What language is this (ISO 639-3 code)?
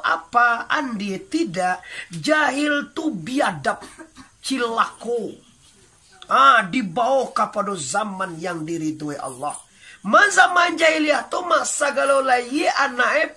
min